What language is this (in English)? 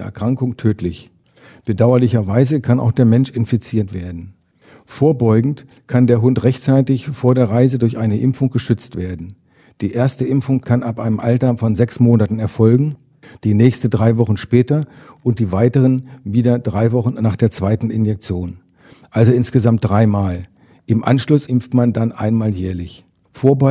German